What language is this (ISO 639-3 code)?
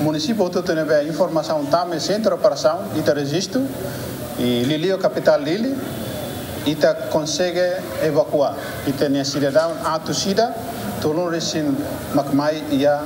tet